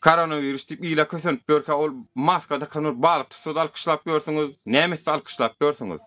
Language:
Turkmen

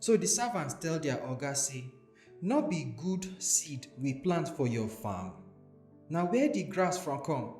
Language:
Nigerian Pidgin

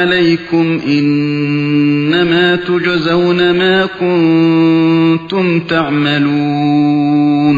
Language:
Uyghur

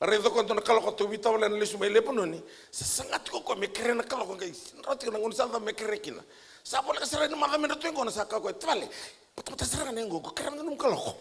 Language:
Fijian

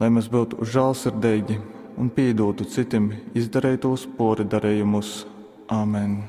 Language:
Latgalian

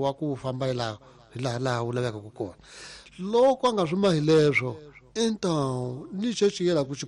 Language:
Tsonga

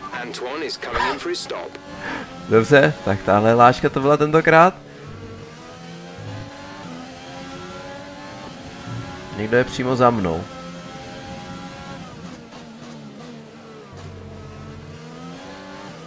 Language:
Czech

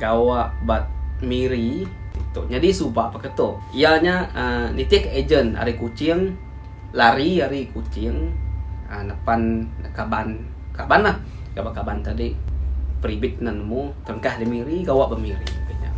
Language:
Iban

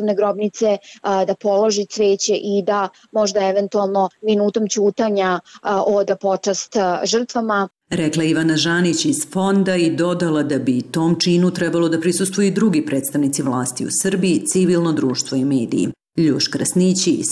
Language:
Serbian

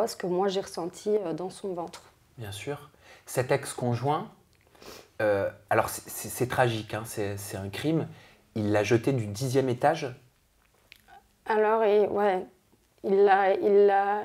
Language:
French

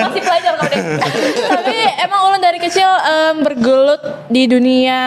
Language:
Banjar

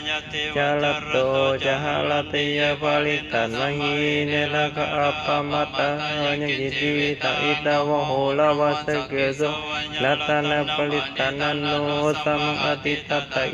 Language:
Pali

